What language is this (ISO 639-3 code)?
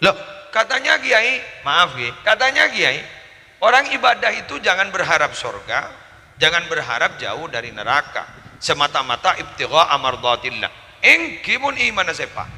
mad